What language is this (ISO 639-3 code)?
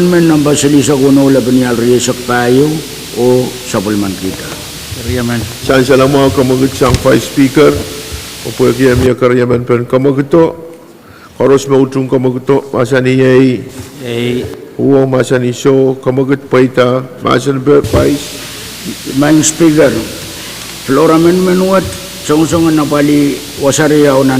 pon